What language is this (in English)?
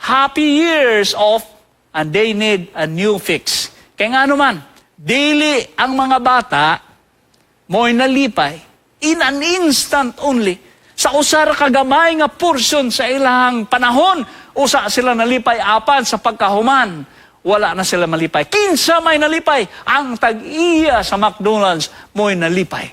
Cebuano